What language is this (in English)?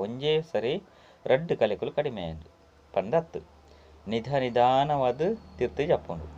Tulu